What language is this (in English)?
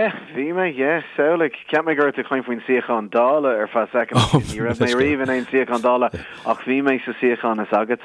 Irish